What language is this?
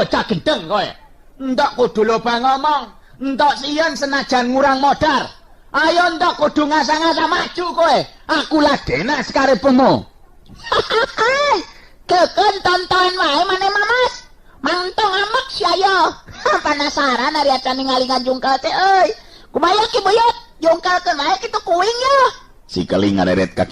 Sundanese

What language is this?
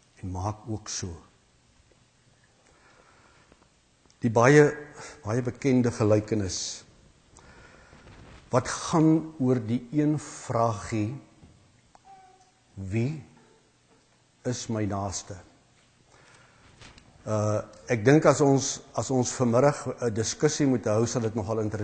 Afrikaans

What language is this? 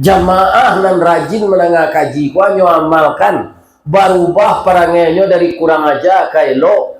Minangkabau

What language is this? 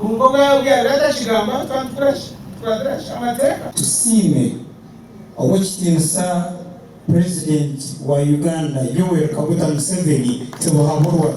Nyankole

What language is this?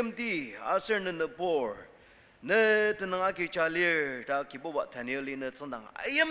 Ao Naga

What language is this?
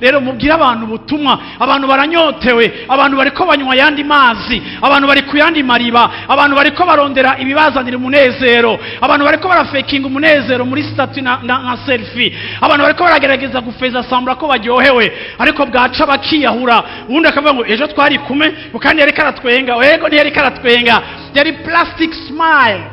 Rundi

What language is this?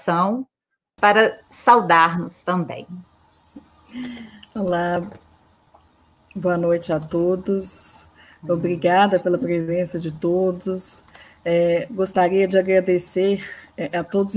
Portuguese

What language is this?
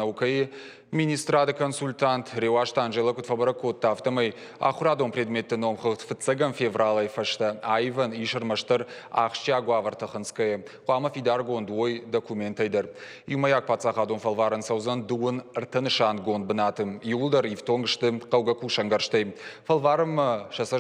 Ossetic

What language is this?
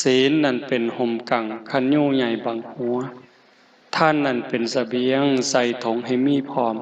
Northeastern Thai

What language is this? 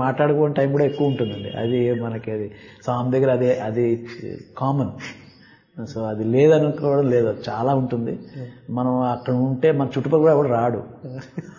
Telugu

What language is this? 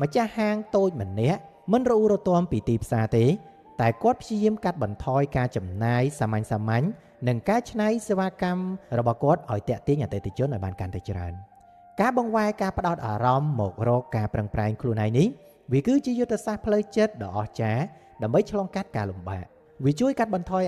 Khmer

